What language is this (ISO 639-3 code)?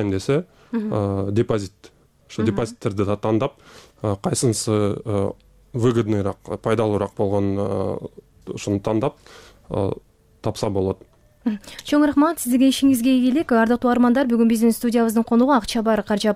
kir